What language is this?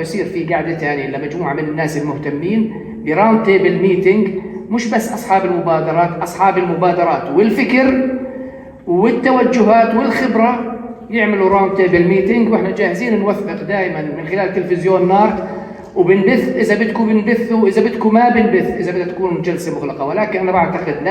North Levantine Arabic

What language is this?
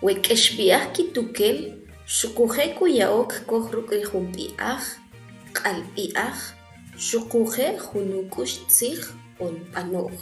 Kʼicheʼ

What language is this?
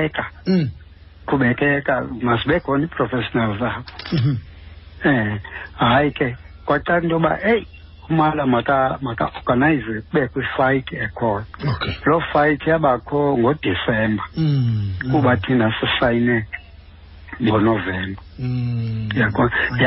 Xhosa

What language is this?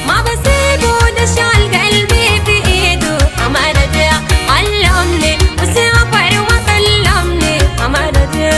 Adamawa Fulfulde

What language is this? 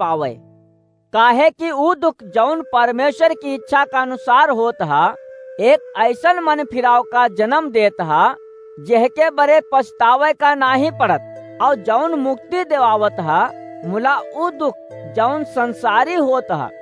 Awadhi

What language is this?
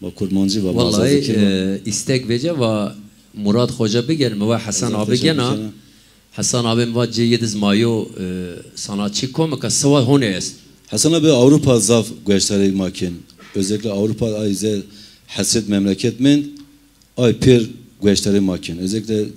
Zaza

